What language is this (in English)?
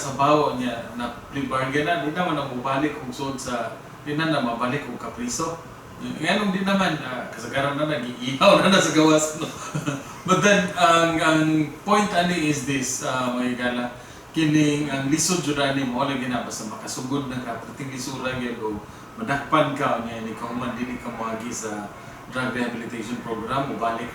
Cebuano